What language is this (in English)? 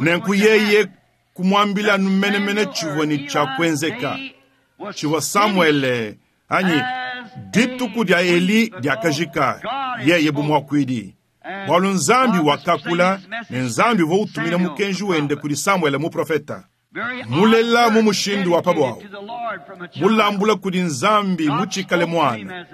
Luba-Lulua